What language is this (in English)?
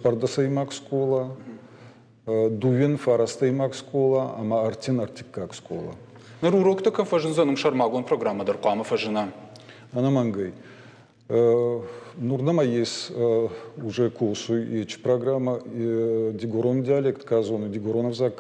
Ossetic